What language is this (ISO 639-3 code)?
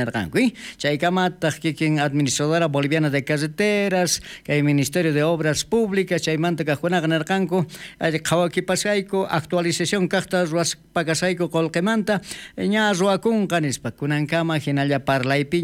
quh